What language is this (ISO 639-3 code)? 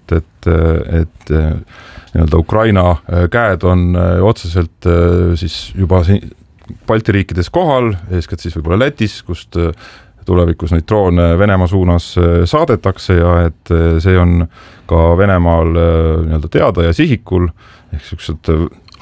est